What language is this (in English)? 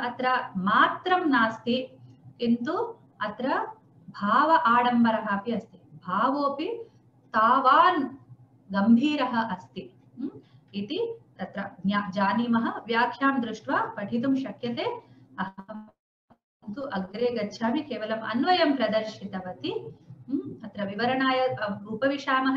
Sanskrit